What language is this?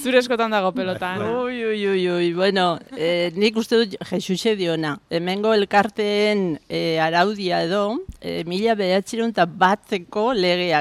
Basque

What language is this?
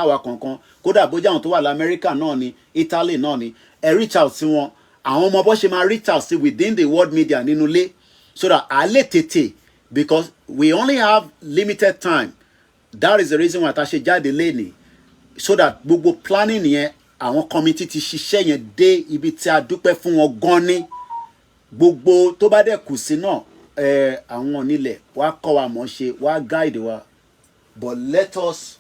Yoruba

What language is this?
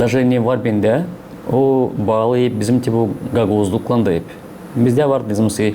Gagauz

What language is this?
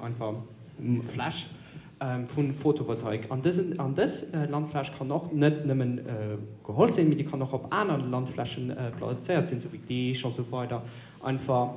Luxembourgish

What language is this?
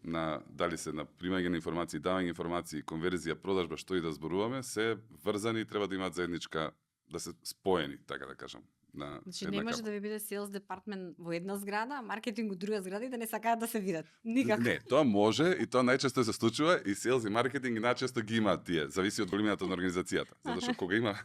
Macedonian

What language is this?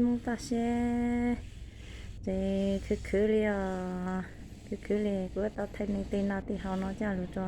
Hmong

